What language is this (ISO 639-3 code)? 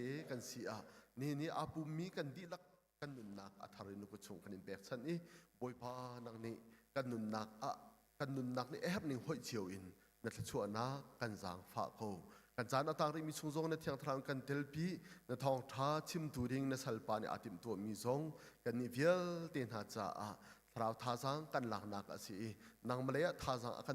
cnh